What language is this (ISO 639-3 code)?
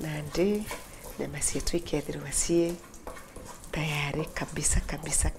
mer